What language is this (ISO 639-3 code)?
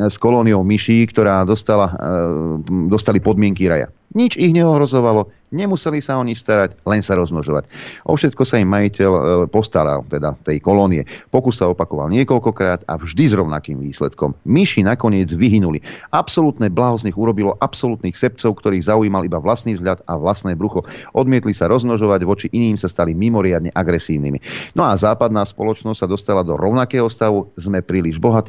slk